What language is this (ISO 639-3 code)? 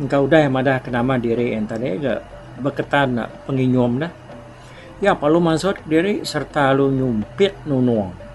iba